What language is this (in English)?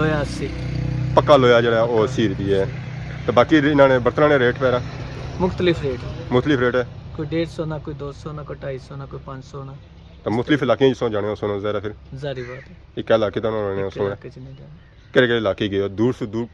Pahari-Potwari